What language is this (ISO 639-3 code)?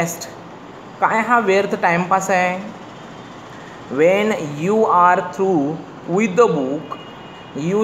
mar